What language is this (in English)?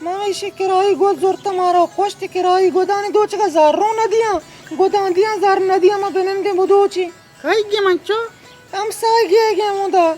Baluchi